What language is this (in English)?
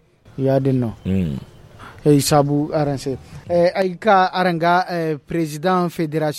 Zarma